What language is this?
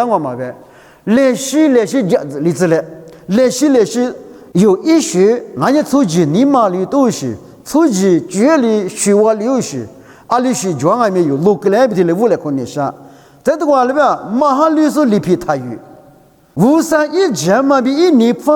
Lisu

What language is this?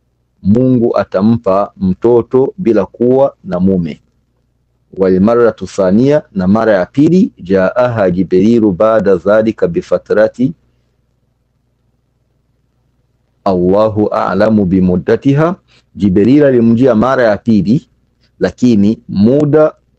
Swahili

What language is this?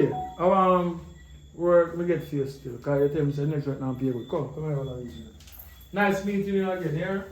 Jamaican Creole English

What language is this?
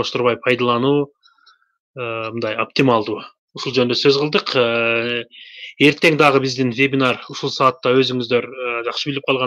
Kyrgyz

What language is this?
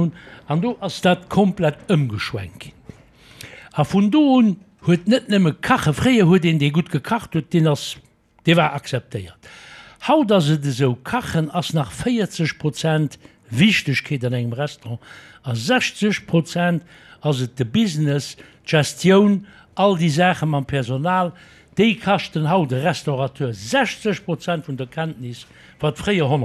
Luxembourgish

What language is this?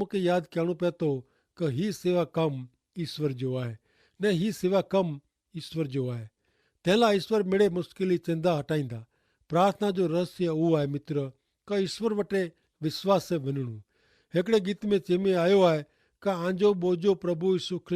Kachhi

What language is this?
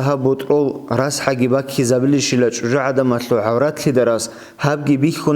Avaric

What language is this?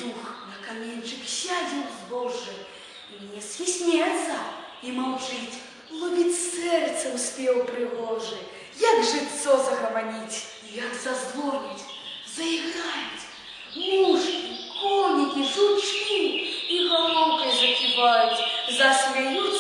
Belarusian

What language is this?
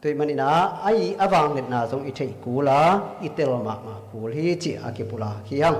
Tedim Chin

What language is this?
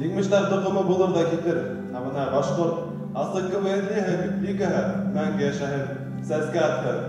Bashkir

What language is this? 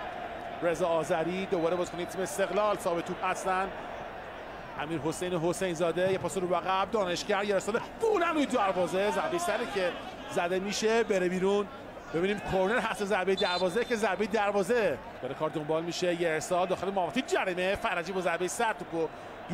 Persian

